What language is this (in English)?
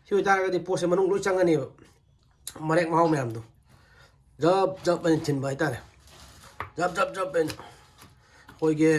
Manipuri